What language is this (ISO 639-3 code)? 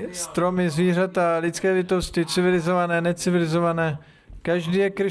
ces